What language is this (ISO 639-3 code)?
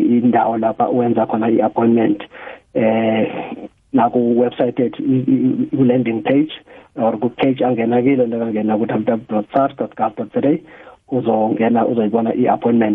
nbl